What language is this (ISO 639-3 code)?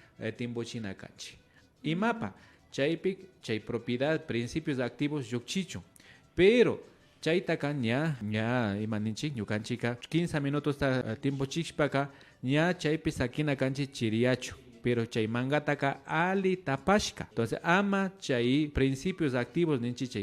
qvi